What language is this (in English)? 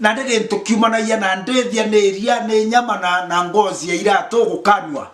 Meru